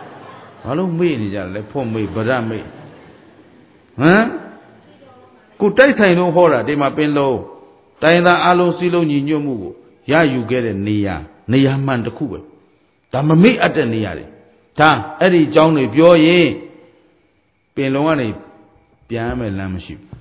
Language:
Burmese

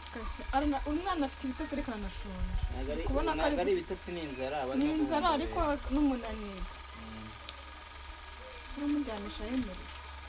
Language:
Kinyarwanda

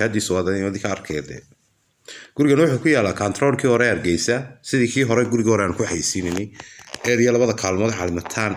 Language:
Somali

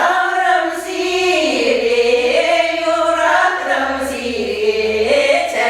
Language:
Chuvash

